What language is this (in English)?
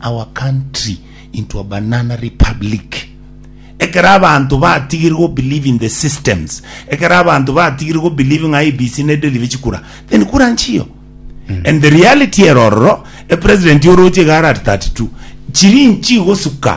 Gusii